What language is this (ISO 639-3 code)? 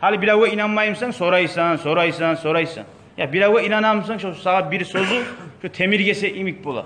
kum